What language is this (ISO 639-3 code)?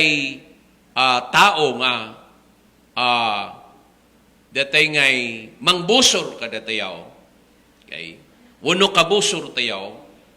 ilo